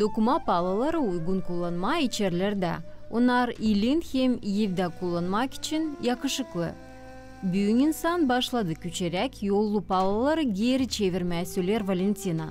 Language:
Gagauz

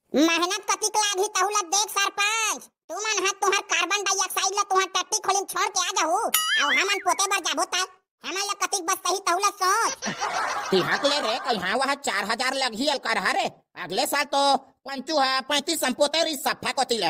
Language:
Chhattisgarhi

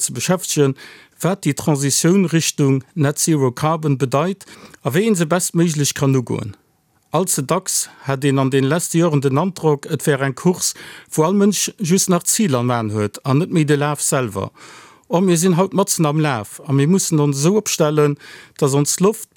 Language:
Luxembourgish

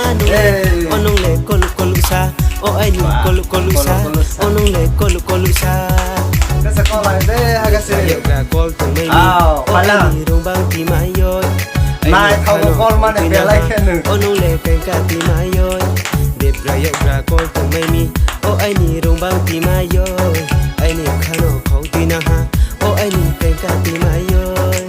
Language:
Kok Borok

